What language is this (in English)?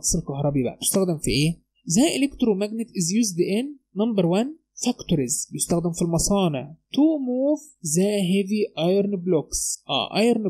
Egyptian Arabic